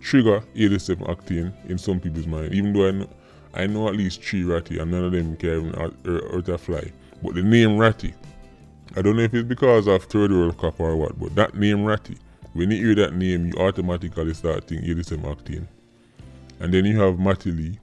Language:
Jamaican Creole English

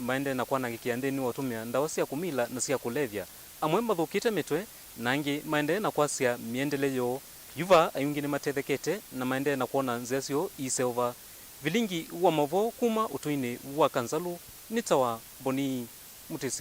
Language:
Kamba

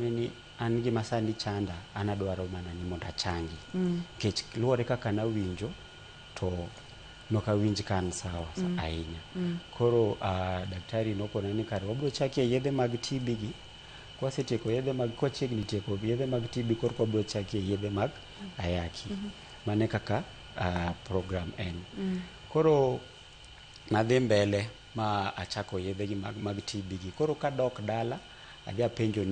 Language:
Luo (Kenya and Tanzania)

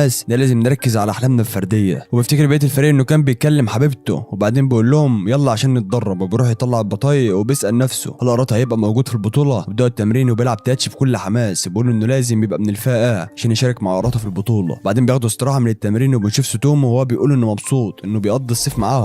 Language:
Egyptian Arabic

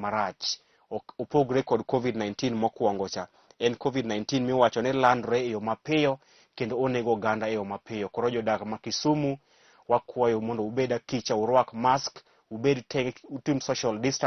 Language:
Luo (Kenya and Tanzania)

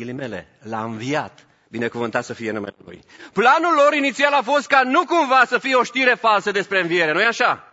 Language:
Romanian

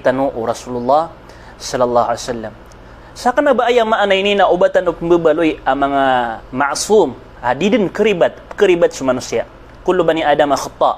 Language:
Maranao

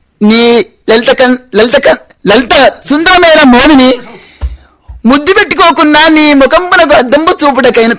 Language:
Telugu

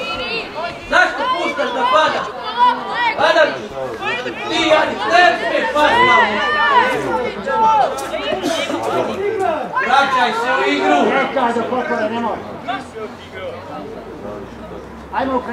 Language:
Croatian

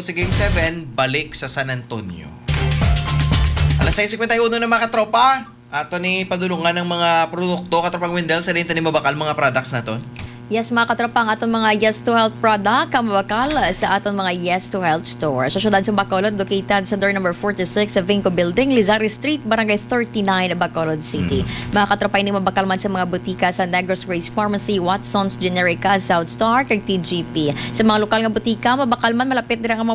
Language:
Hiligaynon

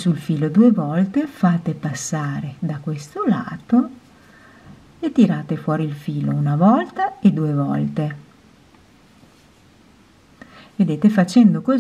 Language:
Italian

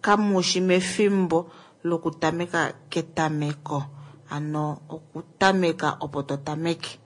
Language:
Kuanyama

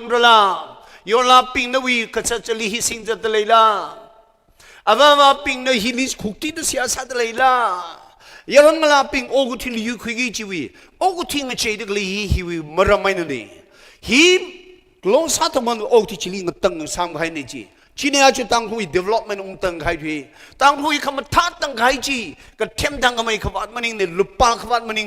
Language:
Tangkhul Naga (India)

